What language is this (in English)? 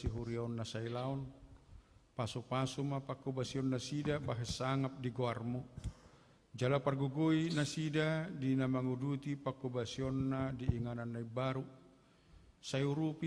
Batak Toba